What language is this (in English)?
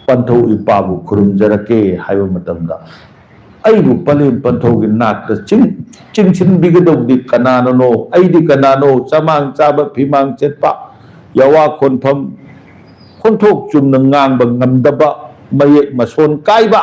Manipuri